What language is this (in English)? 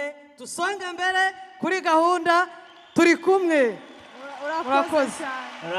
Kinyarwanda